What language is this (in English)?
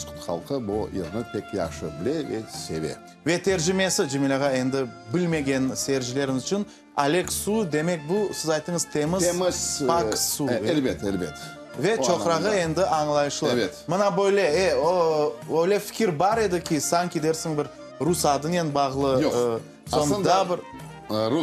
Crimean Tatar